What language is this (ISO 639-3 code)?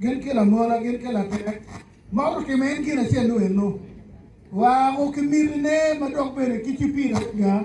ach